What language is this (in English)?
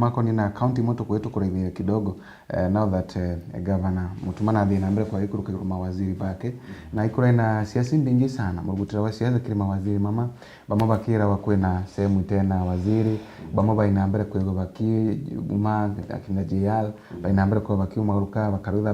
Meru